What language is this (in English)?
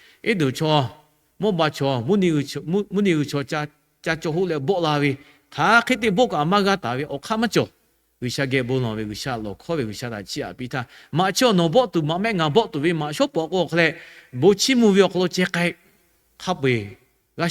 Lahu